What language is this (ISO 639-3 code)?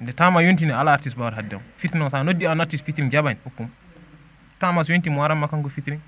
ful